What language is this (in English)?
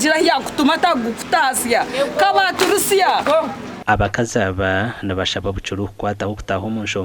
Nyankole